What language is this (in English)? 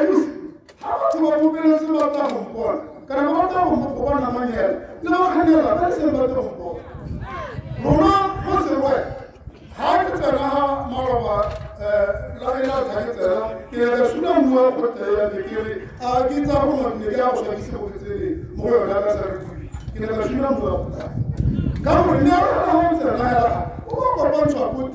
Tswana